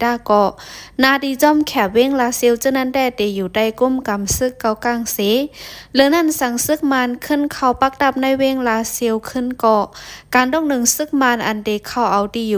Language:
Shan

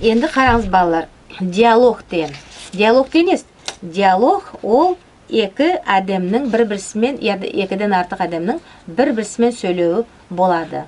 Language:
Nogai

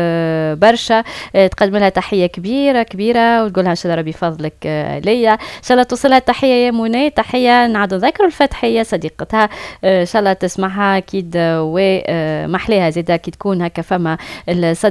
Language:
Tunisian Arabic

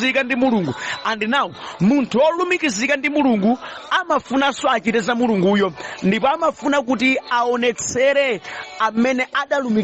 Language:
Nyanja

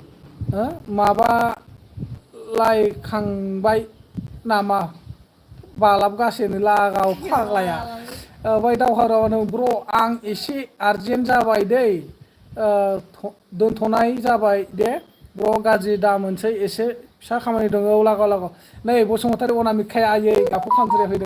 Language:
Bodo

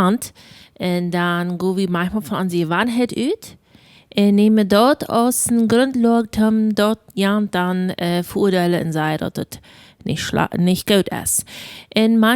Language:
Plautdietsch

